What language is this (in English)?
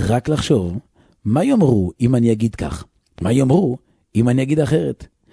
Hebrew